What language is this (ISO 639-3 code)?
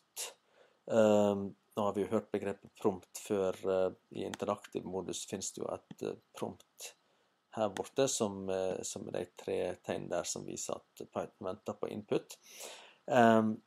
nor